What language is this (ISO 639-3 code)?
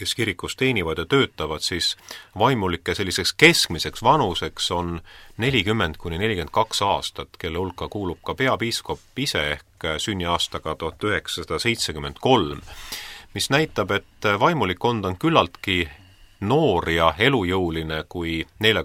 est